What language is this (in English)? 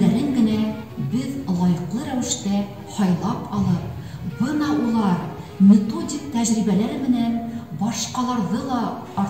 Bashkir